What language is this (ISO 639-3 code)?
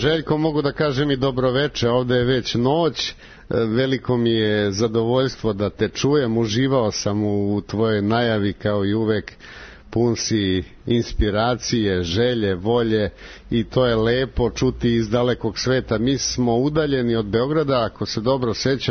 srp